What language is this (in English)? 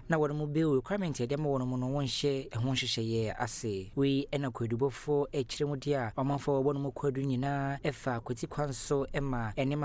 Akan